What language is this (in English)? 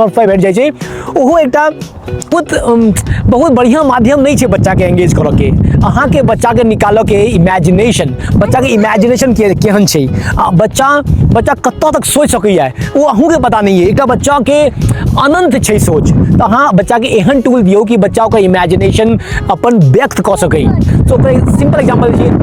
Maithili